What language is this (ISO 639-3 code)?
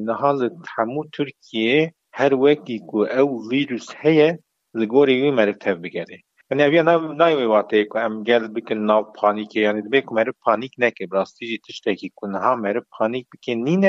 kur